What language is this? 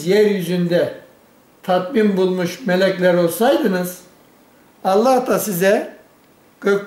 Turkish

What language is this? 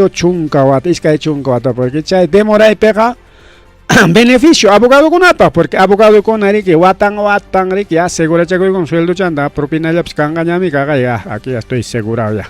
Ayacucho Quechua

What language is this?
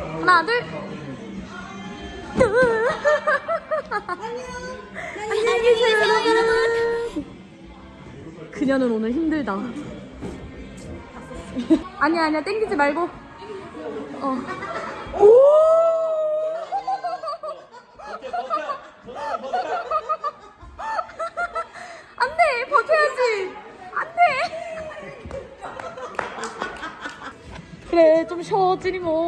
Korean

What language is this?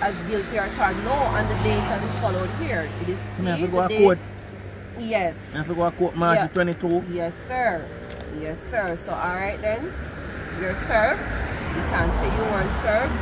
Jamaican Creole English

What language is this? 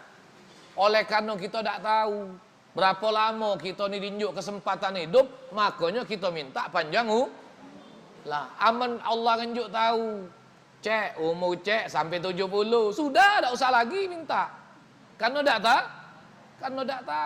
Musi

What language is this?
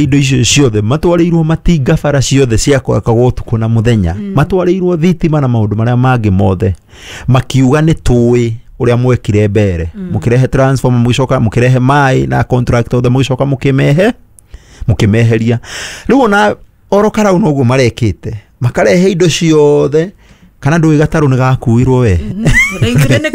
Kikuyu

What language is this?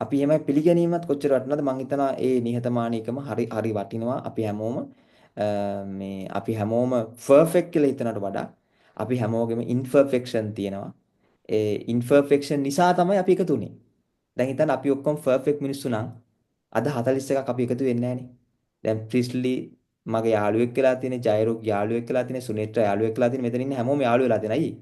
Sinhala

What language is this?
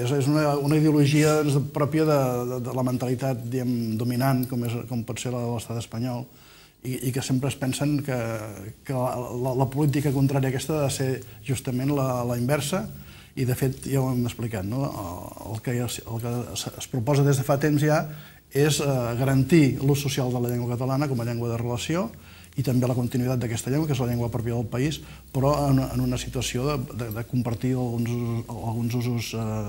Catalan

